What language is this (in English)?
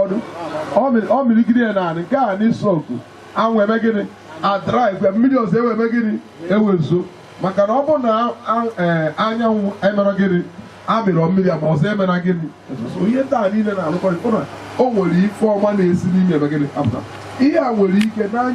Igbo